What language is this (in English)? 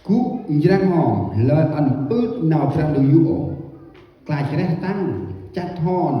Central Mnong